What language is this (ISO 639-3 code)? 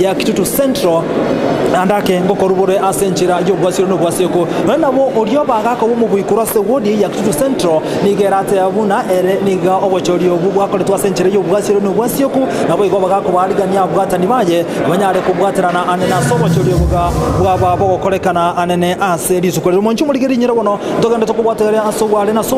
guz